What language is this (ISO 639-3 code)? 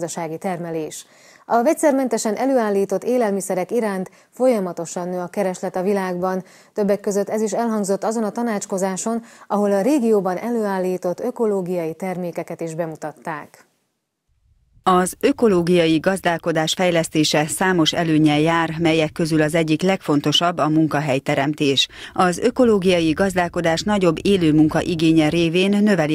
hun